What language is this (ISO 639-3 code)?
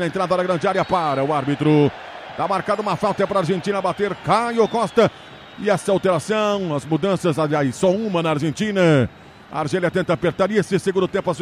por